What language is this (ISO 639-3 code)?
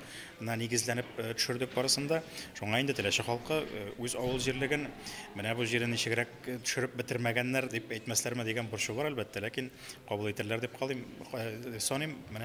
tat